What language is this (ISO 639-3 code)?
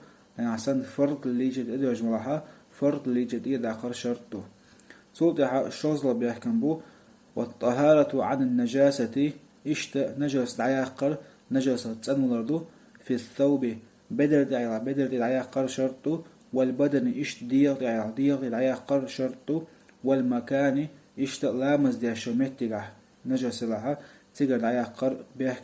che